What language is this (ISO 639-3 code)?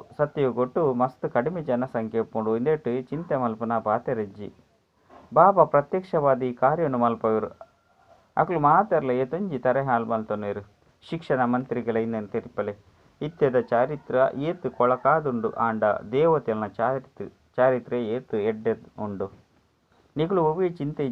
tcy